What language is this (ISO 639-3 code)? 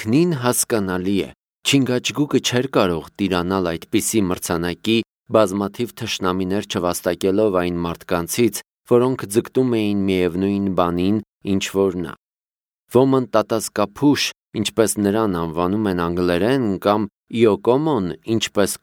hye